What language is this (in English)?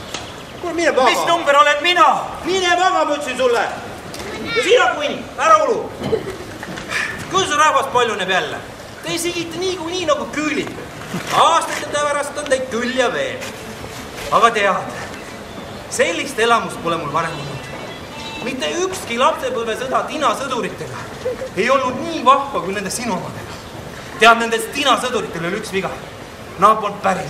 Estonian